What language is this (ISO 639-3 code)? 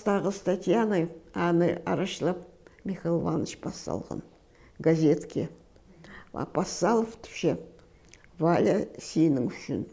kjh